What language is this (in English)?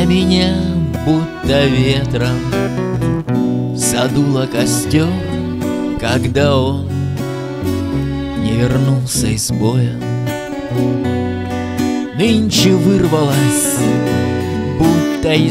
Russian